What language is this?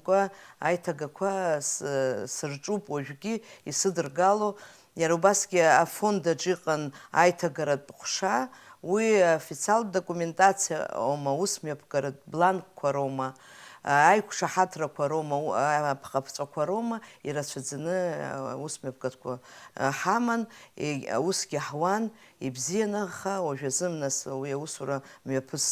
Abkhazian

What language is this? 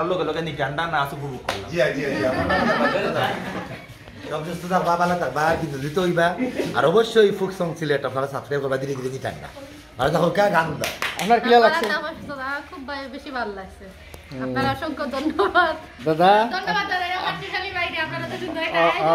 Sylheti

